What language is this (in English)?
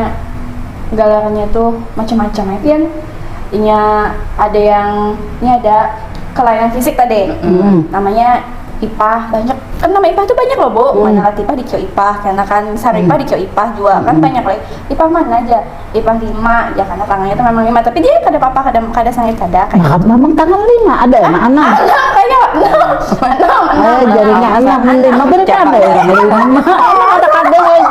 Banjar